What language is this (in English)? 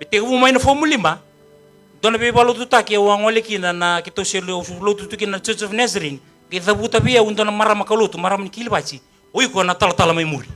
Fijian